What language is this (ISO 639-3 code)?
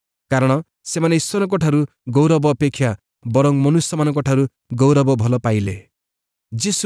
ori